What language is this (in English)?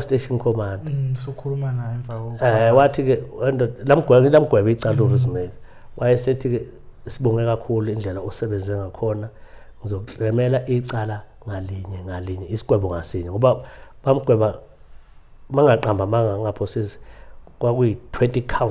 Zulu